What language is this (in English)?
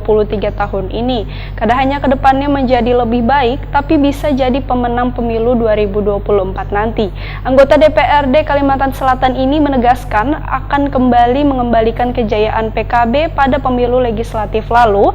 Banjar